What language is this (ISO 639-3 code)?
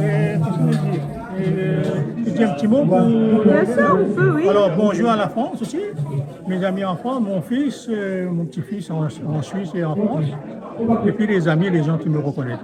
rcf